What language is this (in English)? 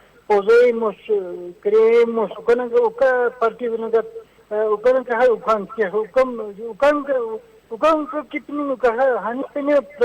Aymara